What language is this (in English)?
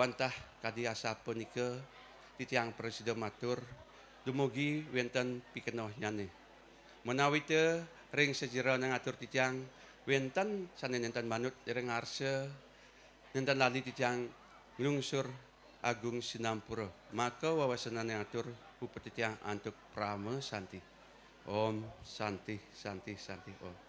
Balinese